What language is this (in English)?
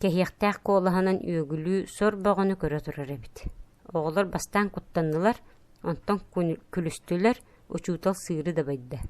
Yakut